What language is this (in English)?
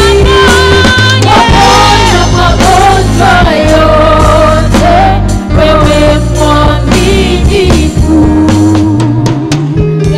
Swahili